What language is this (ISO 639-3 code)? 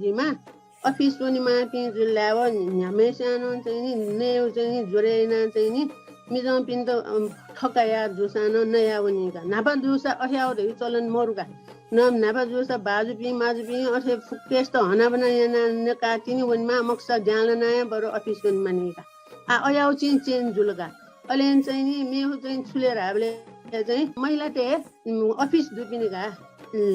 new